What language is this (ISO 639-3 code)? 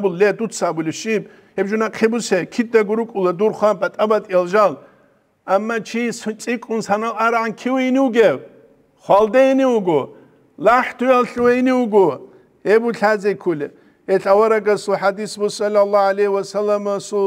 ava